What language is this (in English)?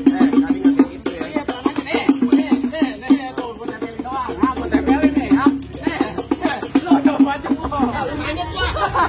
Betawi